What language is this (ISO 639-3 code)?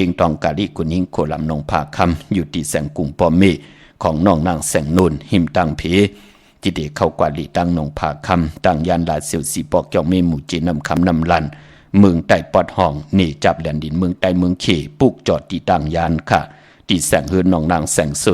shn